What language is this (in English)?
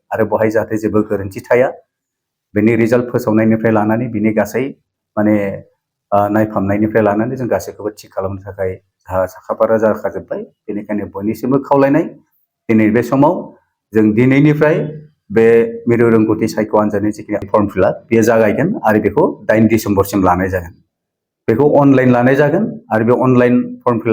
Bodo